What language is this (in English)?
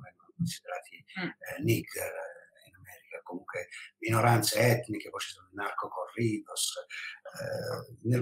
Italian